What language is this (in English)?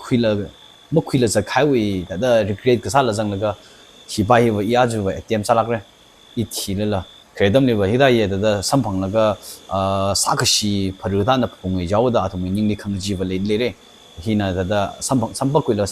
Tangkhul Naga (India)